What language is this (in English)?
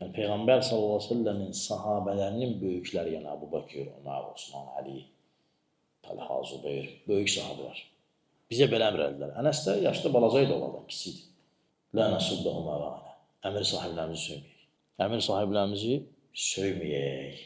Azerbaijani